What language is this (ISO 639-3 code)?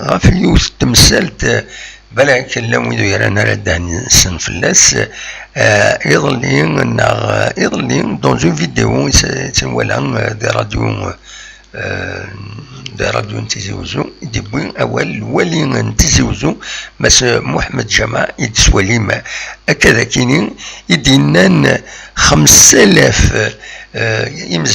kab